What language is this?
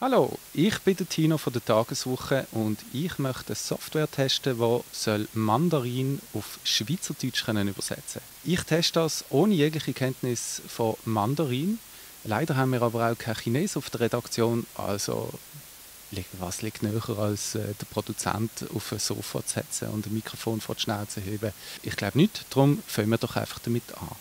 Swiss German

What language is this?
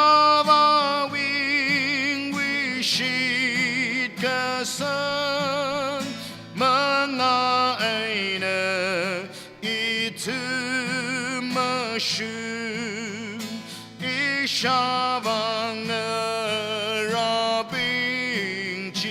Tangkhul Naga (India)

